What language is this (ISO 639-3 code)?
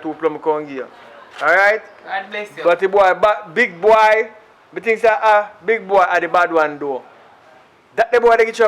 jam